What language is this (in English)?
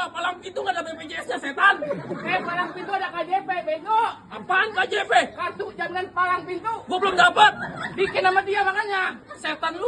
Betawi